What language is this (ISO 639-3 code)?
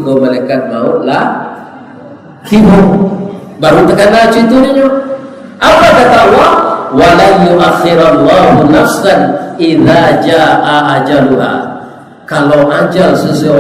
min